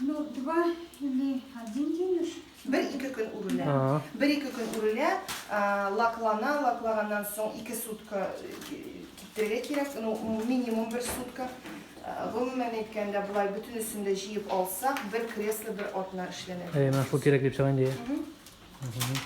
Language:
Tatar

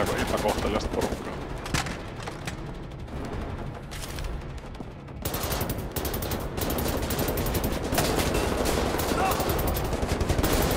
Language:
Finnish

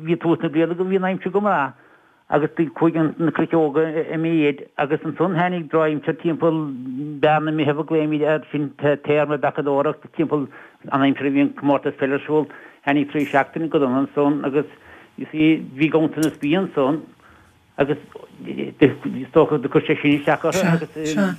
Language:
Irish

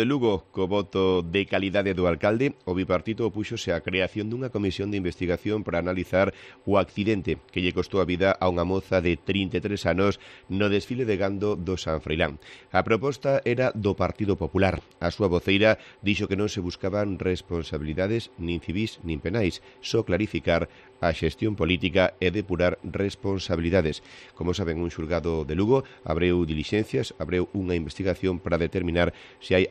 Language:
Galician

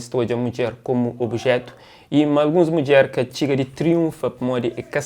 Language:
Kabuverdianu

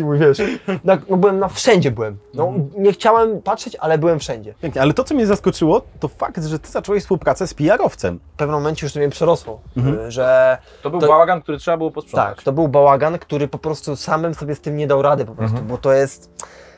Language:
Polish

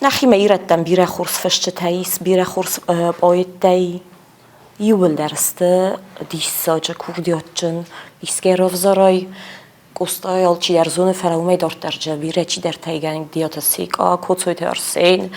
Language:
Ossetic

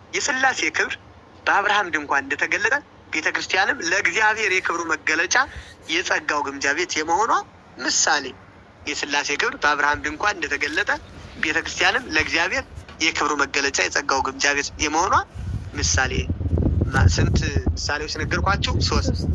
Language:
Amharic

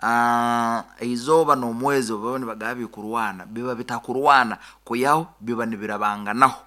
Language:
Nyoro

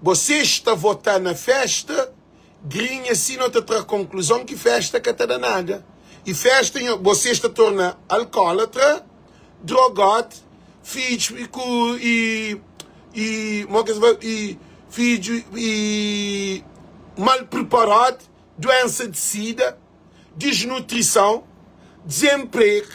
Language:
Kabuverdianu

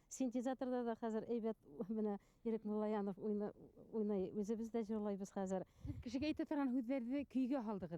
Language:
Bashkir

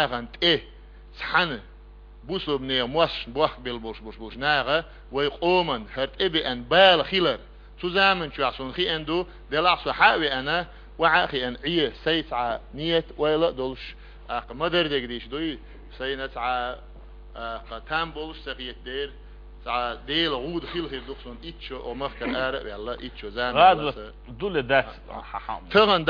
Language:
Chechen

